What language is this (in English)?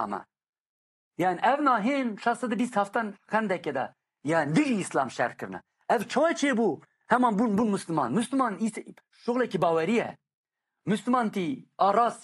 Kurdish